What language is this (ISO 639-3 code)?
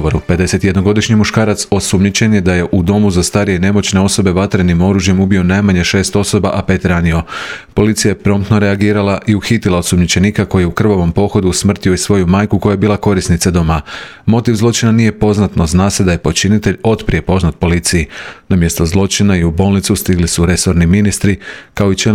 hrv